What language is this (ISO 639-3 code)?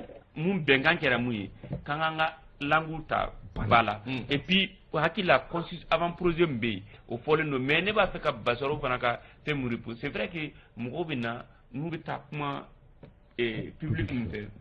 bam